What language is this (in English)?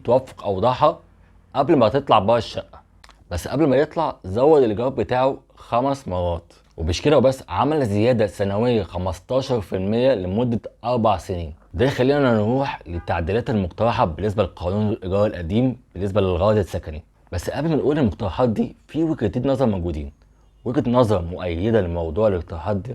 Egyptian Arabic